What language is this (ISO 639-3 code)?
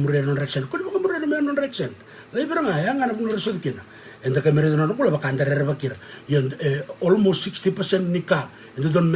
fij